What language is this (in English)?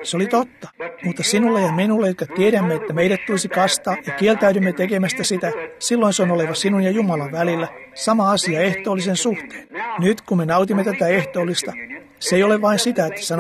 Finnish